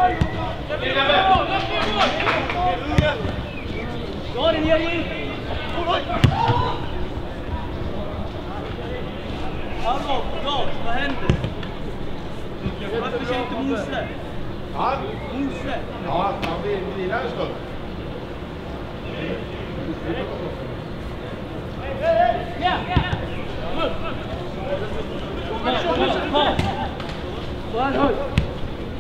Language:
Swedish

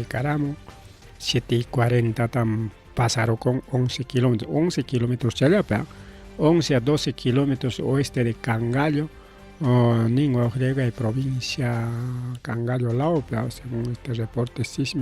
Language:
Ayacucho Quechua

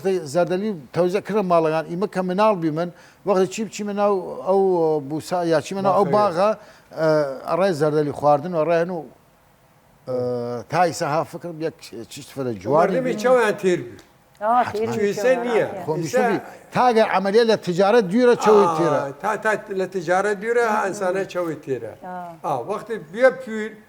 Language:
Southern Kurdish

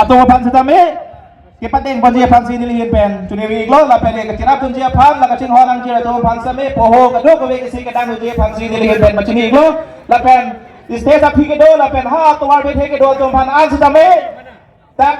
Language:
Karbi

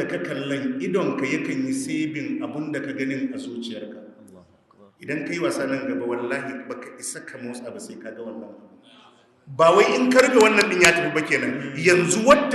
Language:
Hausa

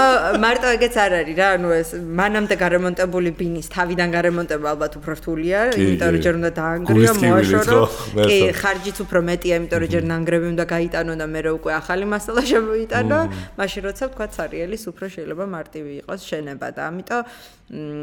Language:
Georgian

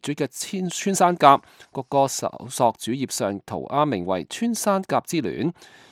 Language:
Cantonese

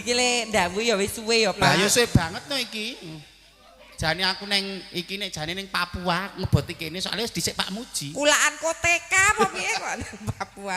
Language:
Javanese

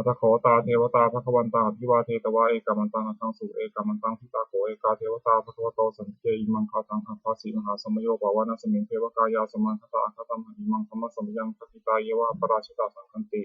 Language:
Pali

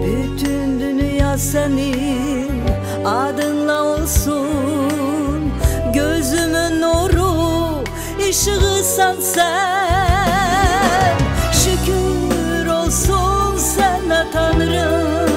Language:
South Azerbaijani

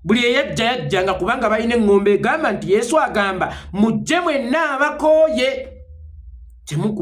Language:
Ganda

